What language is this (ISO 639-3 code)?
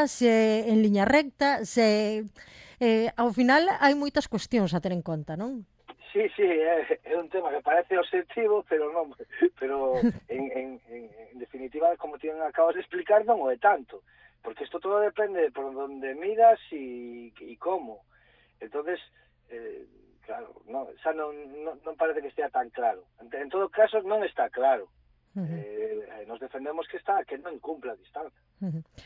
glg